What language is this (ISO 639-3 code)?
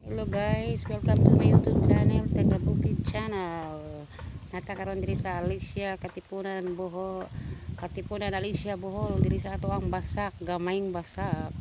ceb